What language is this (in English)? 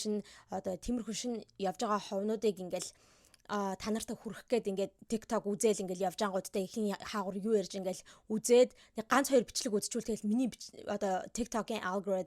Mongolian